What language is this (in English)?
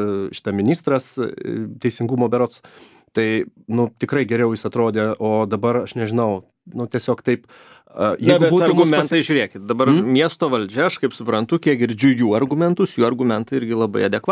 Lithuanian